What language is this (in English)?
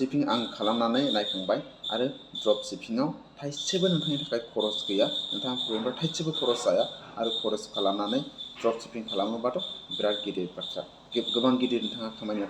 Bodo